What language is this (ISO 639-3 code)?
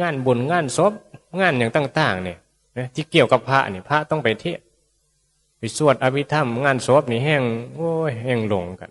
tts